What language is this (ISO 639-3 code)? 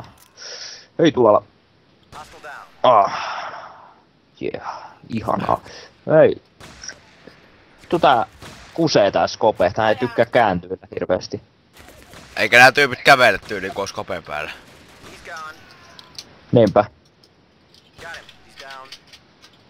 fin